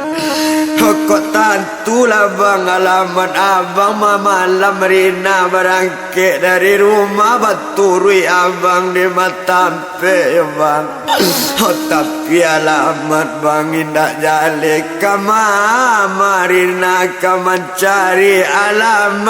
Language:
Minangkabau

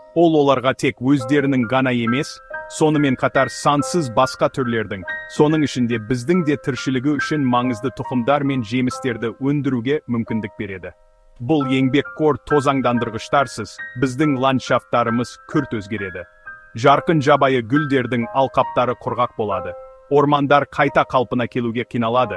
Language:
Kazakh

